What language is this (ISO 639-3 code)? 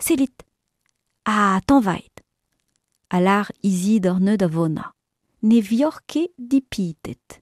bre